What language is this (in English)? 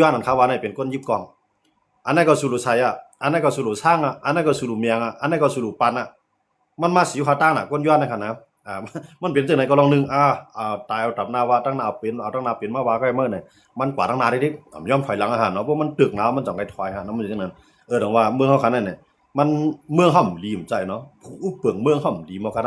Shan